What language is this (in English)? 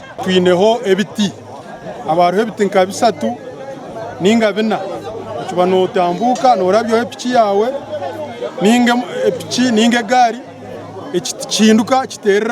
Nyankole